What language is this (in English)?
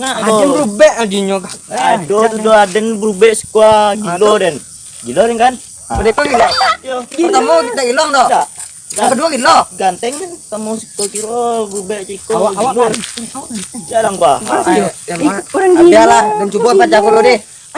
Minangkabau